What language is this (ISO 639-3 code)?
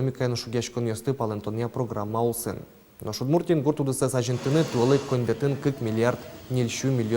udm